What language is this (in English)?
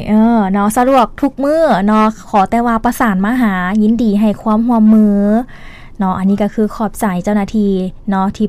Lao